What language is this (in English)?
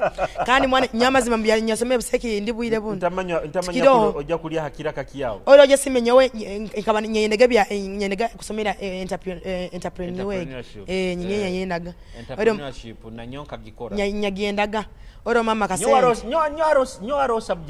Nyoro